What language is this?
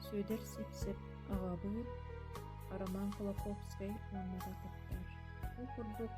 Yakut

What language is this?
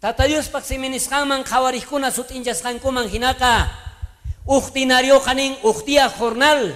South Bolivian Quechua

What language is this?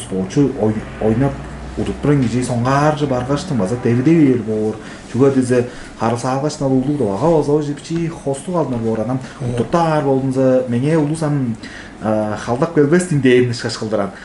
Tuvinian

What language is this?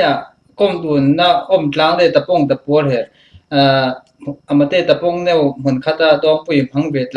Falam Chin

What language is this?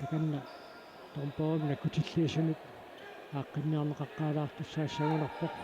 Kalaallisut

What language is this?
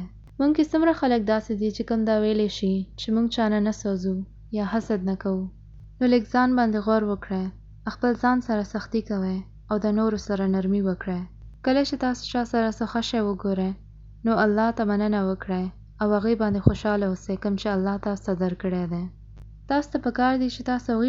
Pashto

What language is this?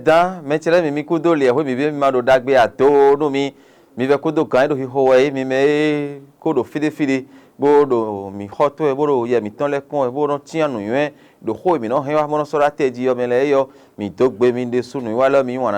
Fon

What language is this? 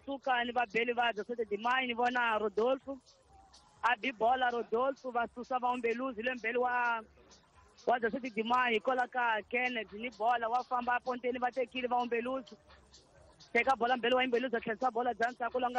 Tsonga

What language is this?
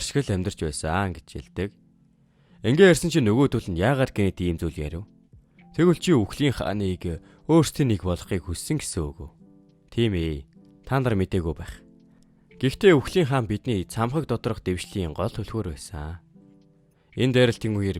Mongolian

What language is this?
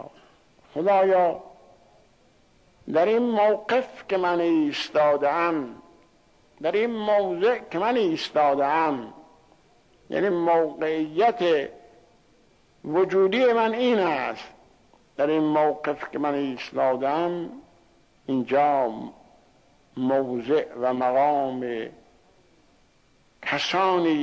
Persian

